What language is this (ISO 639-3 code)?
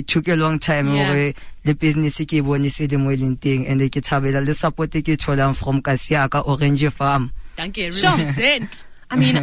sot